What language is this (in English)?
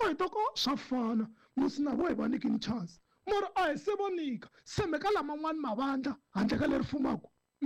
Tsonga